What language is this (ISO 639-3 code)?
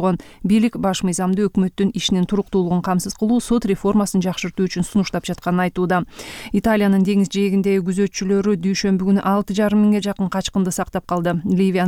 kir